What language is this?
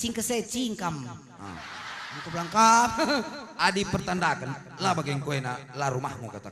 Batak Karo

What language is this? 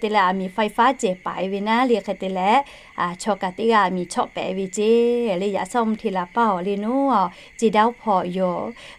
Lahu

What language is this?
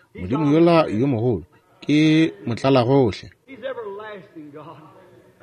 Northern Sotho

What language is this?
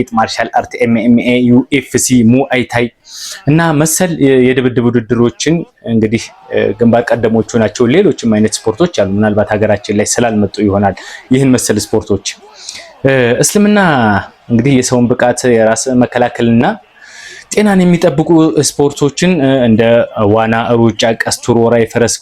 Amharic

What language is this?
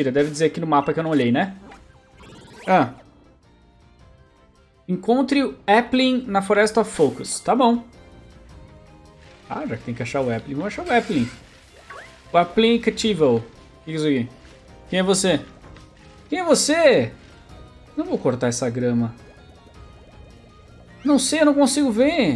Portuguese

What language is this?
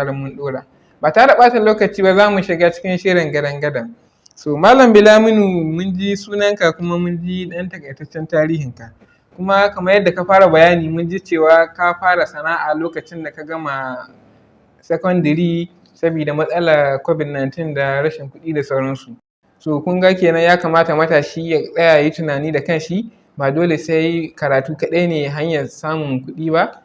Hausa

